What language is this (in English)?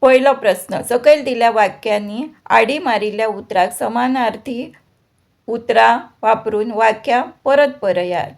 Konkani